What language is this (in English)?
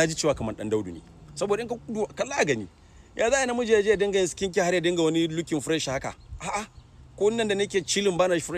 Hausa